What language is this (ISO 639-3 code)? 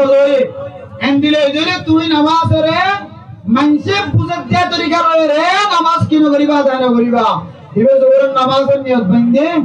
rhg